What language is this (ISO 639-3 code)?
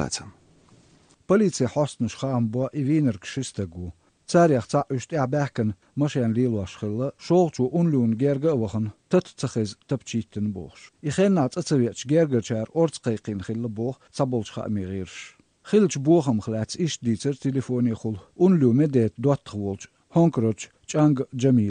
che